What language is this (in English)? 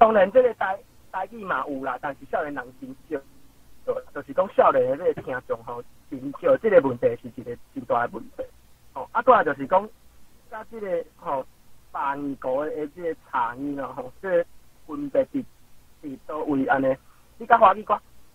Min Nan Chinese